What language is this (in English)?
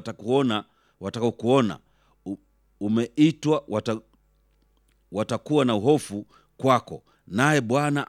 Swahili